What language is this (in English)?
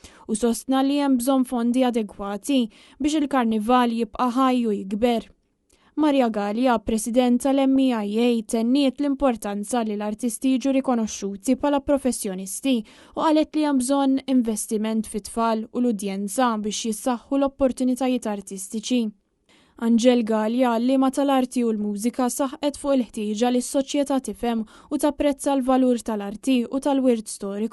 Maltese